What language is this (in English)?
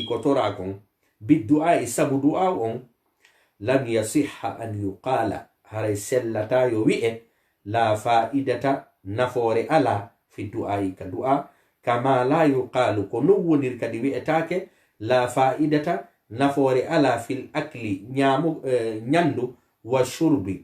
Fula